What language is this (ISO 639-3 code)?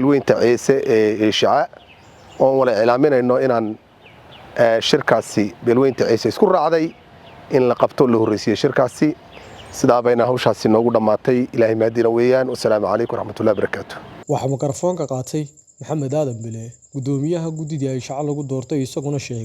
som